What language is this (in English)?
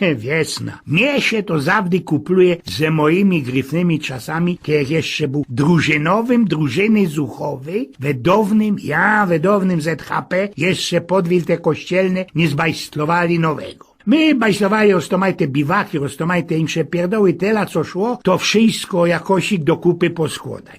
Silesian